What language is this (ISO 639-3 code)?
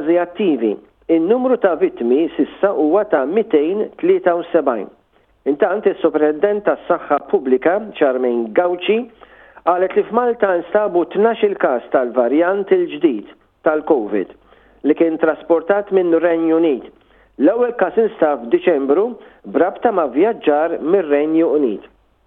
mlt